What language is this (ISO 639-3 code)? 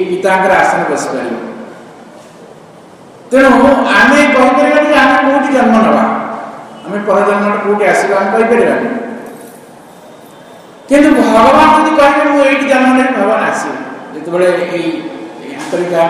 ori